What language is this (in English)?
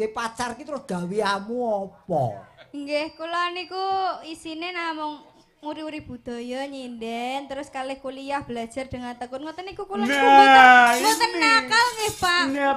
Javanese